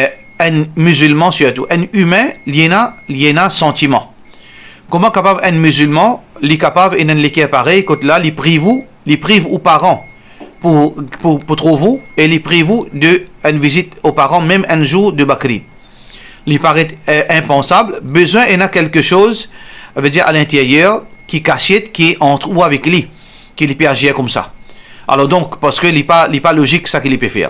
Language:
Morisyen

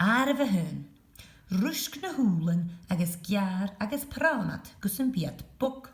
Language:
Scottish Gaelic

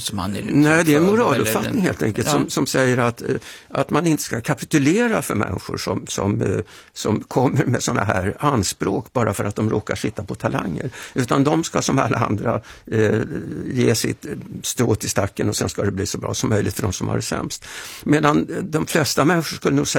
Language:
Swedish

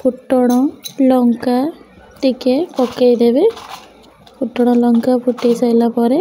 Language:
Odia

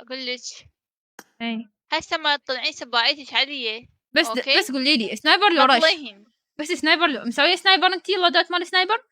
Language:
Mesopotamian Arabic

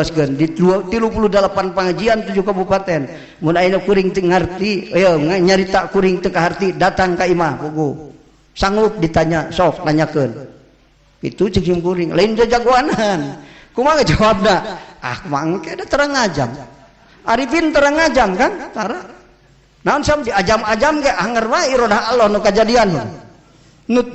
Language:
Sundanese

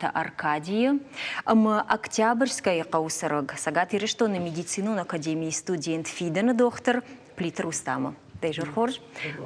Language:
Ossetic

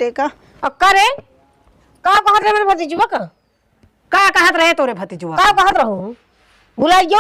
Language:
Awadhi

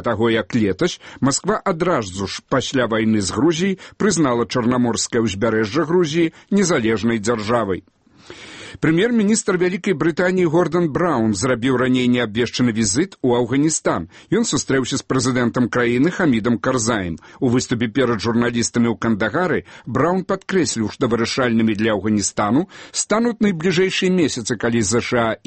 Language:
Belarusian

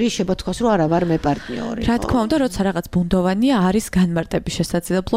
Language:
Georgian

